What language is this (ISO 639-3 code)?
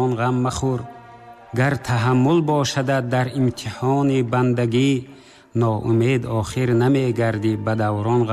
tgk